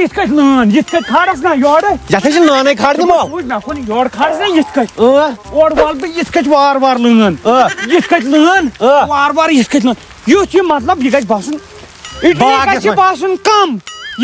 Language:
Kashmiri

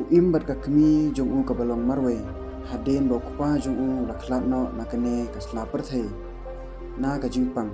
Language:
Khasi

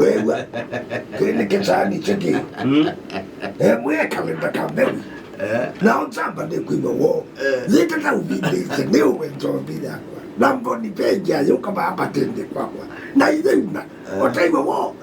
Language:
Kamba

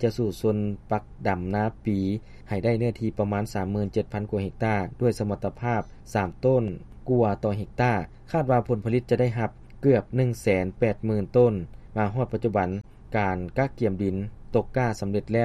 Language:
Lao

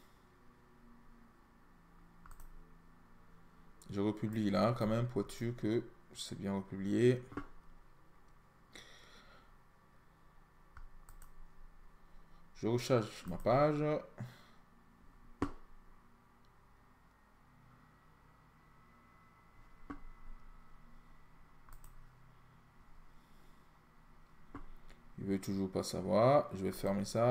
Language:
French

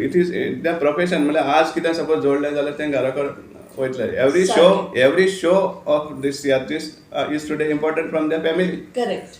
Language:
Konkani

